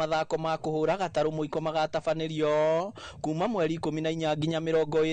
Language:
Kikuyu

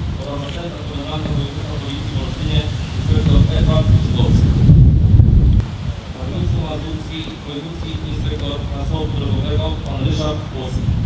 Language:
Polish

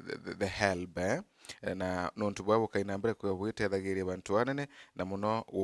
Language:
Meru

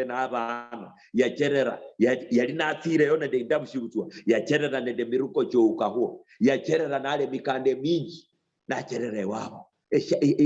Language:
Luyia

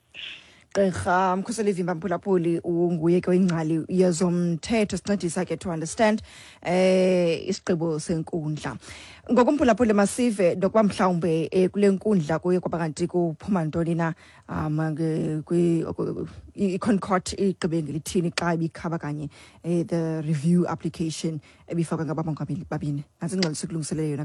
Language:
Xhosa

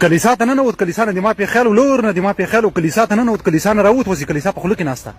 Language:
Pashto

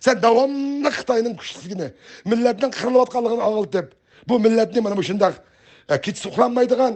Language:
Uyghur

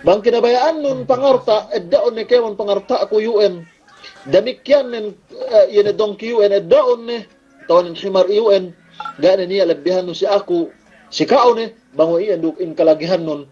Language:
Yakan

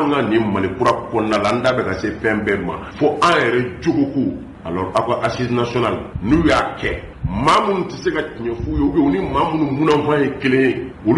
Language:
Bambara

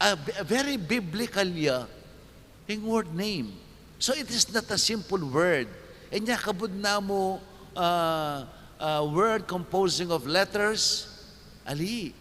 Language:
Pampanga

